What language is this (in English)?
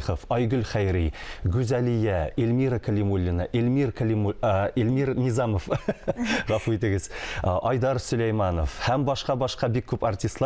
Tatar